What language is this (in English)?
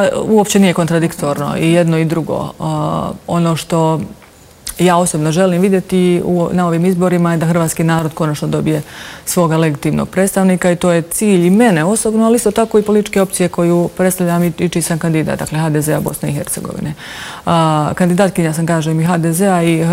Croatian